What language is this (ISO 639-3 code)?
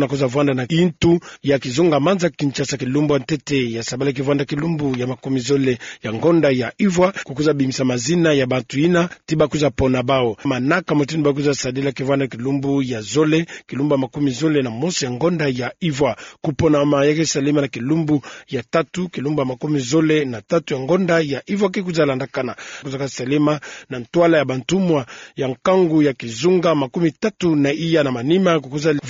ktu